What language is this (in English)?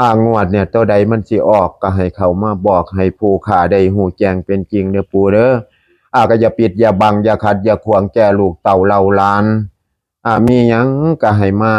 Northeastern Thai